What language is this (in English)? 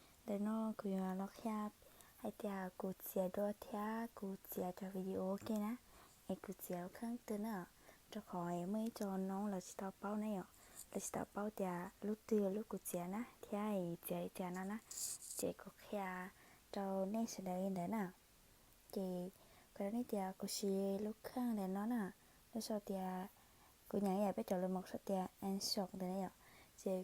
Hmong